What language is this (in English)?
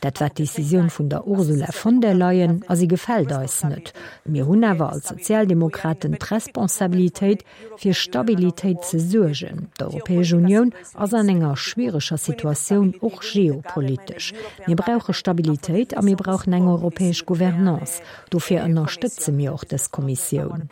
Luxembourgish